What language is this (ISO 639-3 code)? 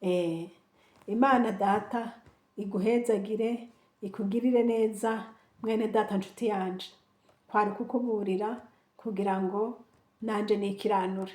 run